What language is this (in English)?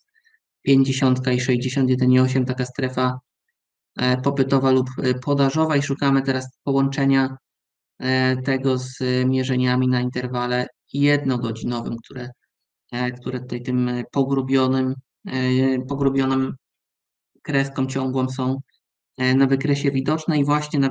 Polish